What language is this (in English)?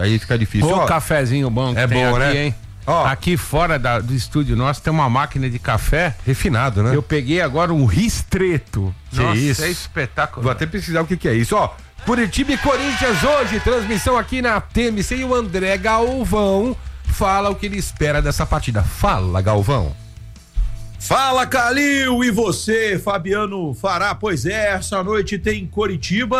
Portuguese